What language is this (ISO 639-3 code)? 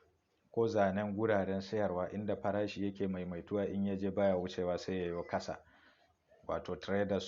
hau